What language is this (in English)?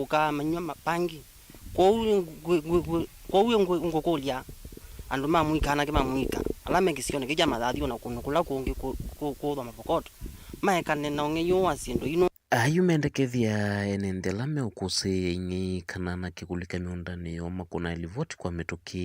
Kamba